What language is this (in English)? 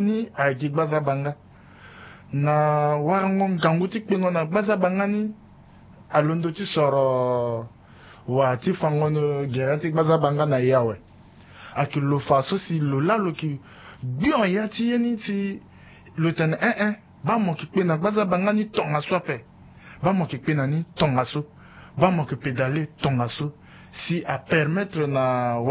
Sango